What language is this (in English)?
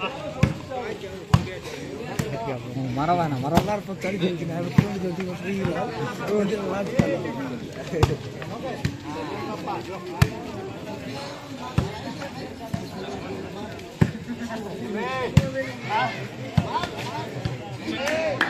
Hindi